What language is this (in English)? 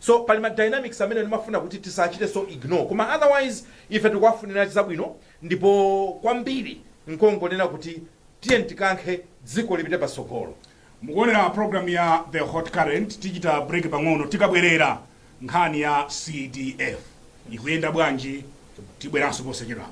Nyanja